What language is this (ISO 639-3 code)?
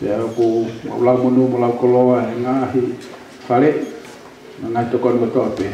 ton